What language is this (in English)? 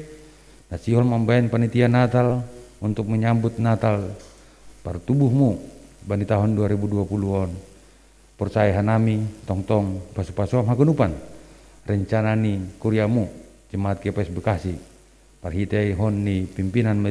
Batak Simalungun